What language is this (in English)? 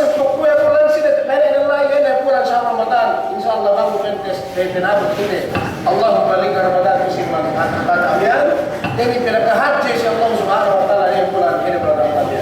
Yakan